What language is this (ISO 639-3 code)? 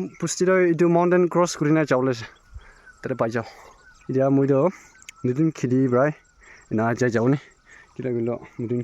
nag